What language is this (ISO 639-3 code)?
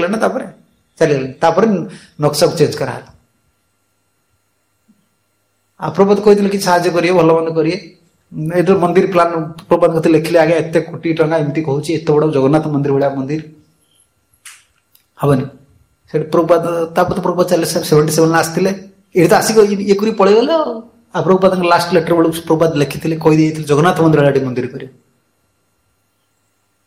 ori